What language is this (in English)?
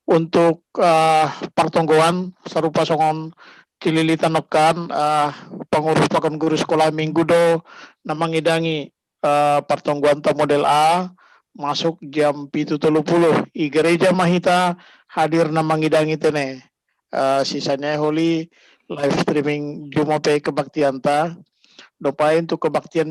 Batak Simalungun